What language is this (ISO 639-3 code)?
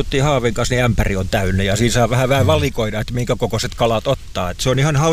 fin